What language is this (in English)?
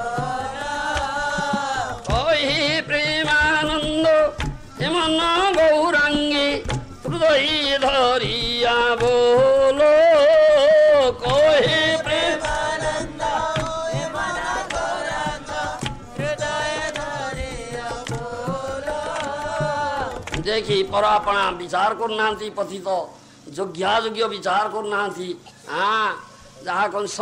Odia